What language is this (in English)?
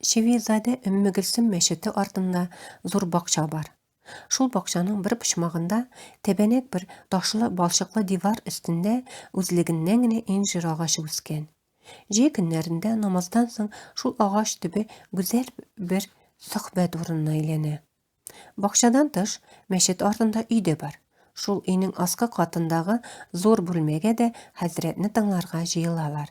Tatar